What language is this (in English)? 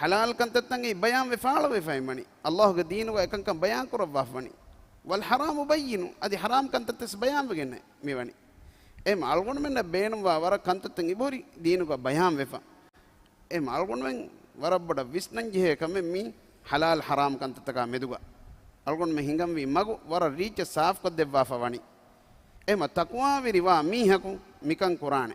Divehi